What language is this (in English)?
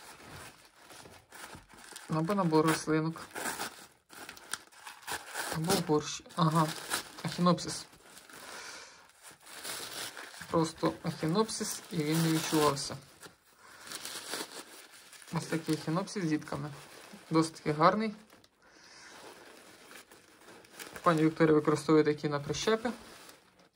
Ukrainian